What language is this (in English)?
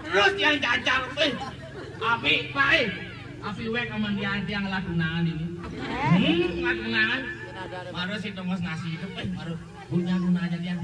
Balinese